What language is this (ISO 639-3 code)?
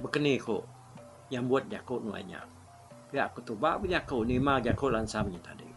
iba